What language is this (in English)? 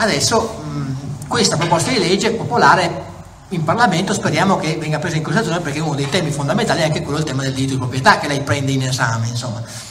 Italian